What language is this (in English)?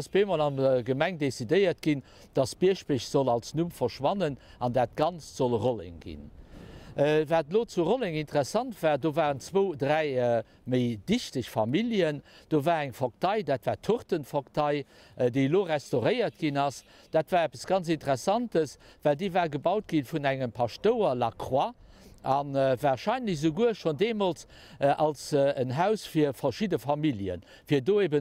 Luxembourgish